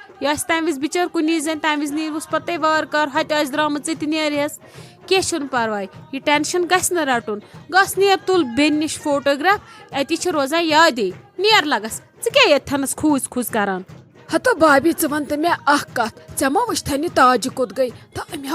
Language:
Kashmiri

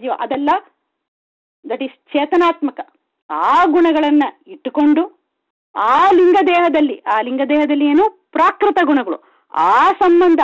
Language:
Kannada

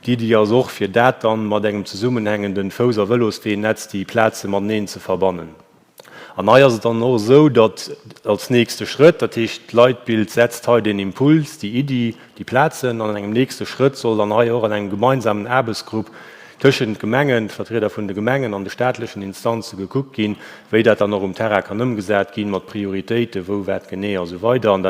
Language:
Luxembourgish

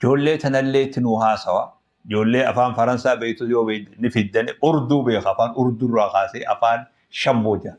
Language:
Oromo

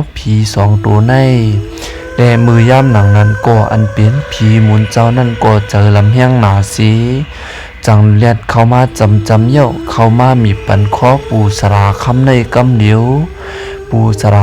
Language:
Shan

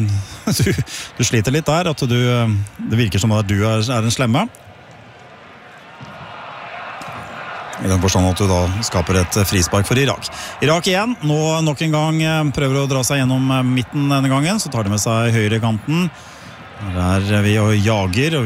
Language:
Norwegian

